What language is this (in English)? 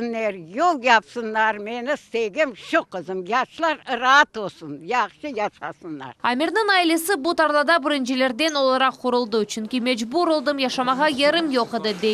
Crimean Tatar